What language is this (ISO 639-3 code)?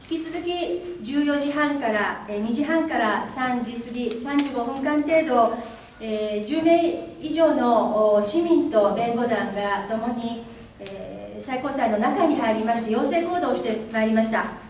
jpn